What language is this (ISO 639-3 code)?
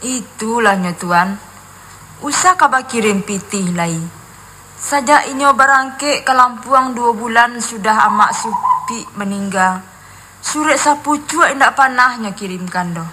min